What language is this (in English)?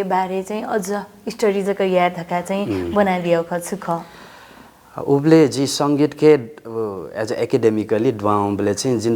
Newari